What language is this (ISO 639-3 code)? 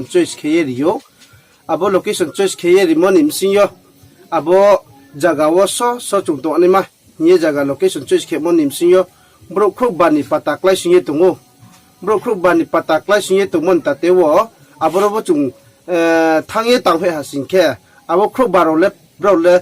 ria